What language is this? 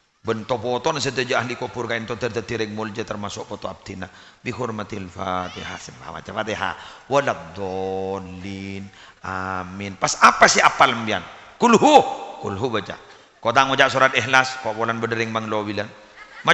Madurese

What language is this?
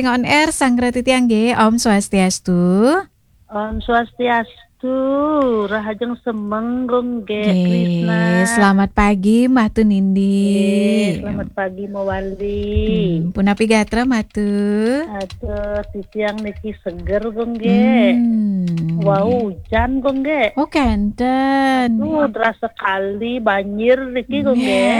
Balinese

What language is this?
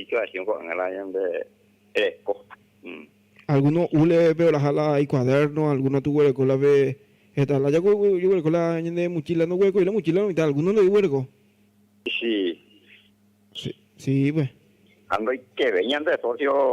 Guarani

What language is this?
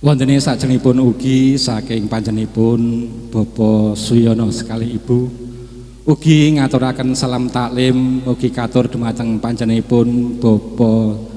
Javanese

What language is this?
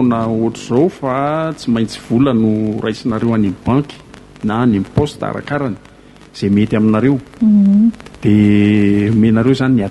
Malagasy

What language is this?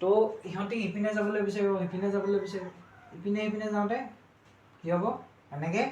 Assamese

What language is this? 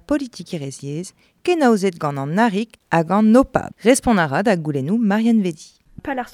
Breton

